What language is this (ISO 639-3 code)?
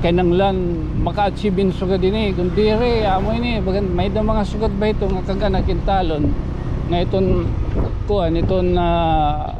war